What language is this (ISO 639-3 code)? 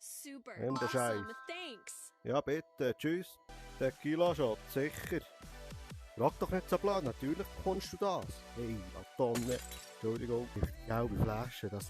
gsw